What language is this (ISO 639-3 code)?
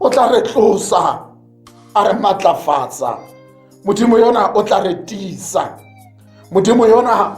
tsn